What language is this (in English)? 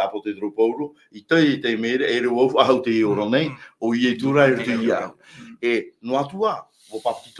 Tahitian